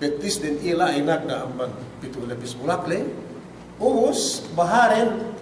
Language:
Yakan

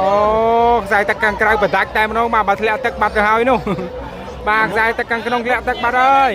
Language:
Khmer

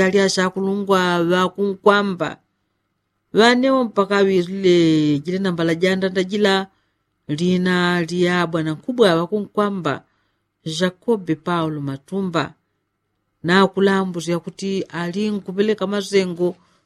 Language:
Yao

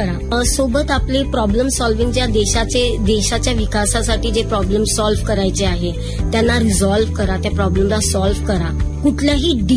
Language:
Marathi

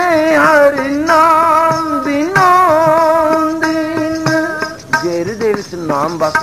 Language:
Punjabi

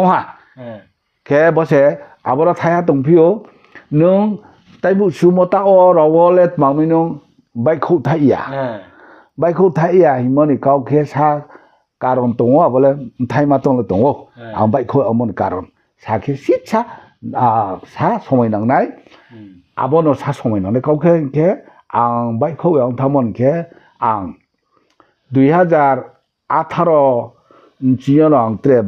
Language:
Riang (India)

